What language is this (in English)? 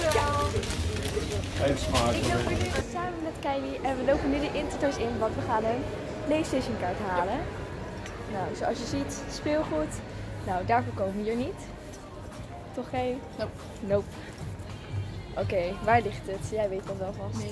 Dutch